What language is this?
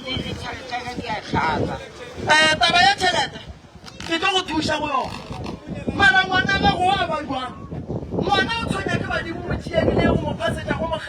Northern Sotho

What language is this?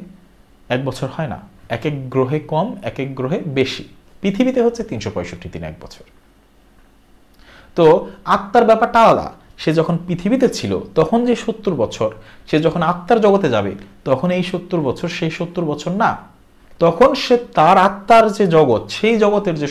Bangla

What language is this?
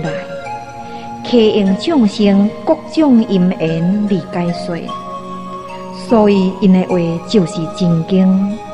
Min Nan Chinese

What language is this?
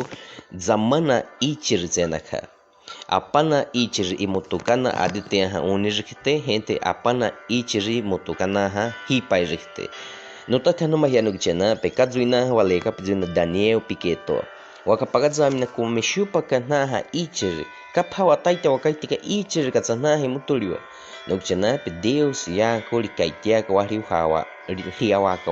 Baniwa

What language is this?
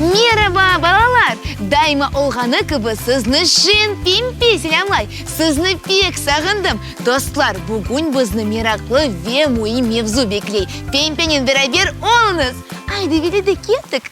Crimean Tatar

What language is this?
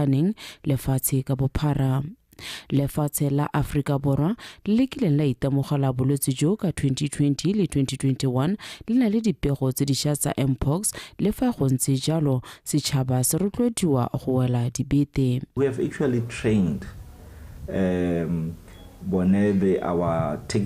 Tswana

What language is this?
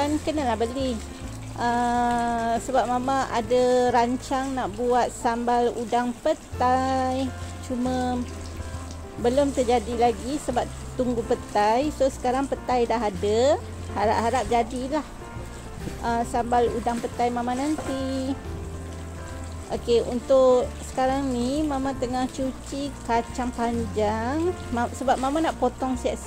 Malay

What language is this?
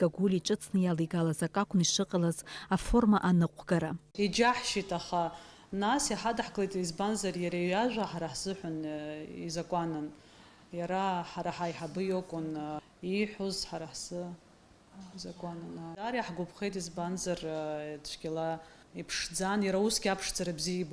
Abkhazian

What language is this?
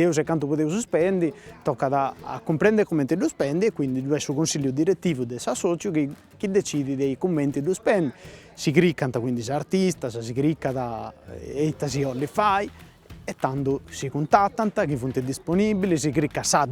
Sardinian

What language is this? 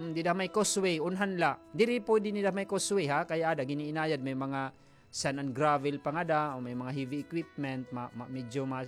Waray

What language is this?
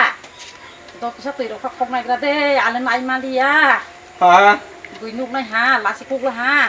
Kok Borok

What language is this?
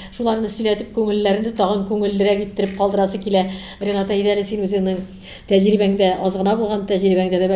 Tatar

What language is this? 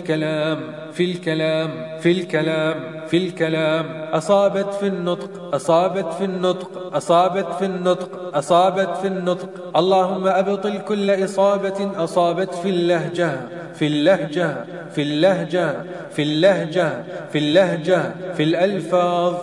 Arabic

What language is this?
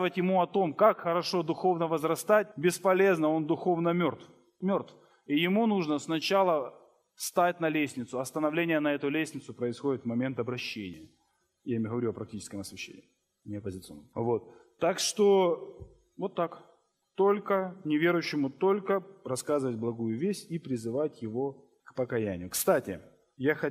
Russian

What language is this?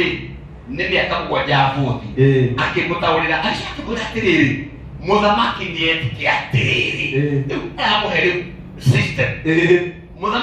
Kikuyu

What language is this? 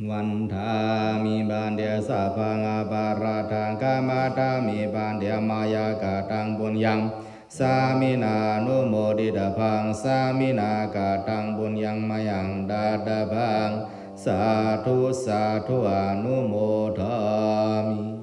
Pali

